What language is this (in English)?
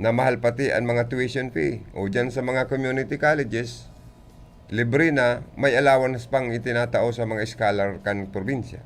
Bikol